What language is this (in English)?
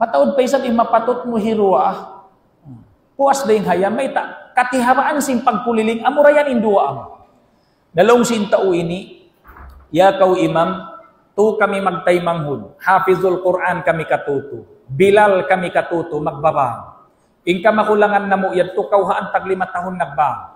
Tausug